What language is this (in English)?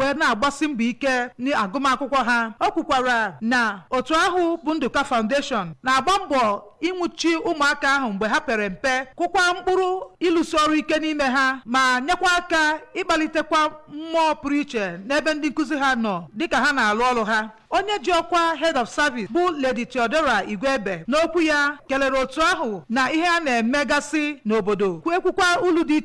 Igbo